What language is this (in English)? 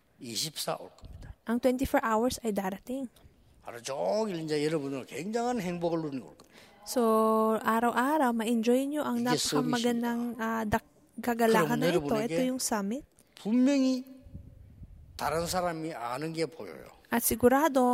Filipino